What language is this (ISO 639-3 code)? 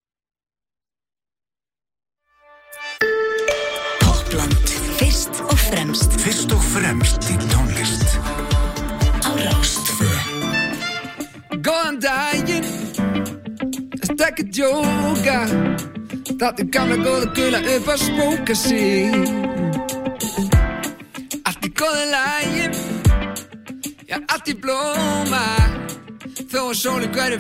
isl